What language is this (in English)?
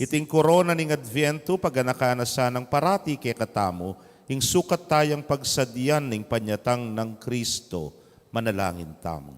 Pampanga